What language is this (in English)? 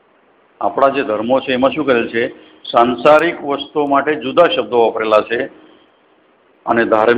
Gujarati